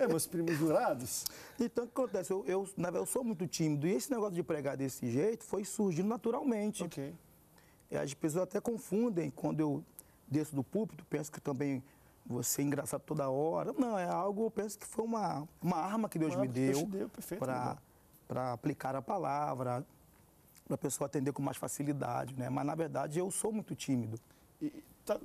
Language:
Portuguese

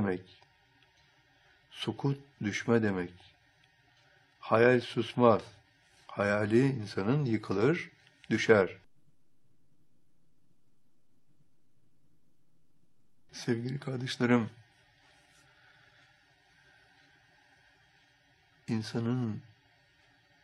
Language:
Turkish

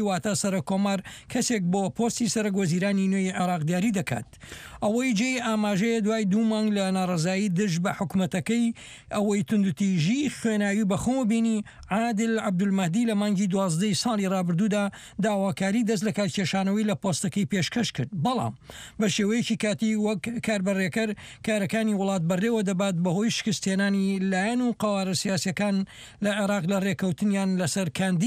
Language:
Central Kurdish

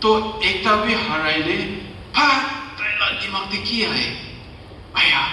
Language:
Naga Pidgin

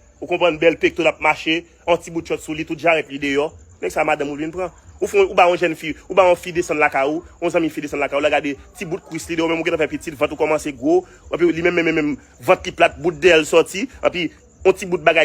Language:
Haitian Creole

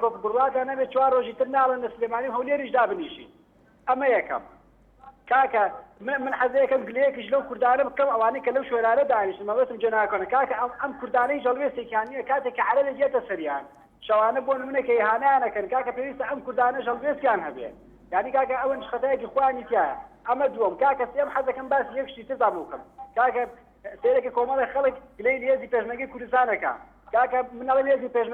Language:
Central Kurdish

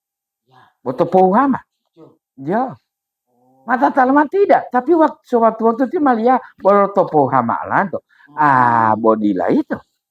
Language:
Gorontalo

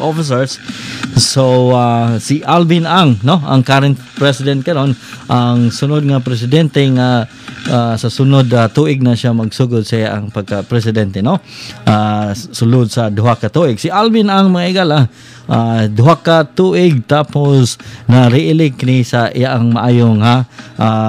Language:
Cebuano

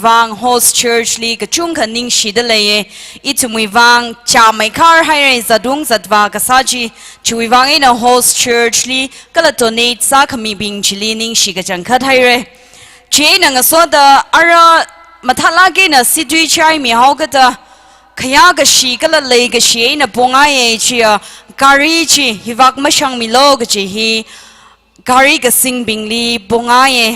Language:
Tangkhul Naga (India)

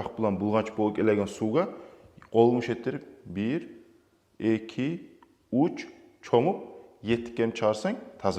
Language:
Kumyk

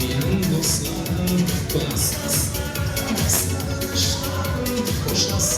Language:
Kara-Kalpak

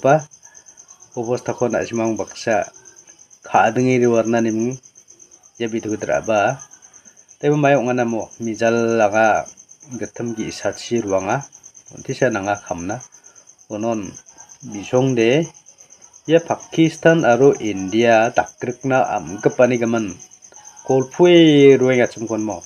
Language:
Garo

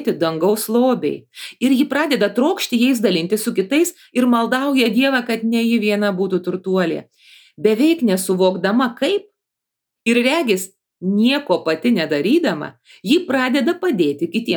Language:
Lithuanian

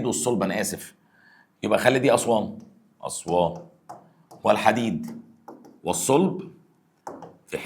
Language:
Egyptian Arabic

